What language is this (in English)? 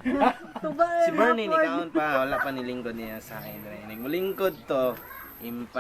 Cebuano